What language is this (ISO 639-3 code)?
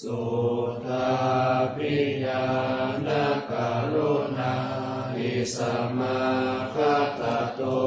pli